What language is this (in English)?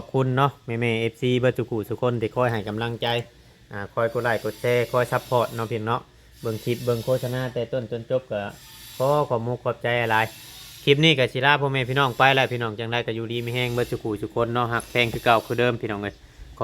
Northeastern Thai